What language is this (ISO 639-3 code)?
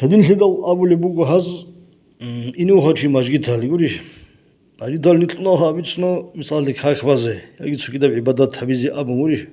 ava